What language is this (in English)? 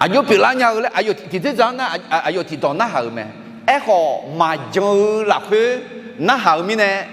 Akha